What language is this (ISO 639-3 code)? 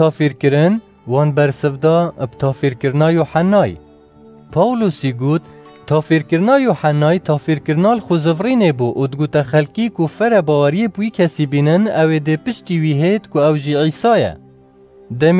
kur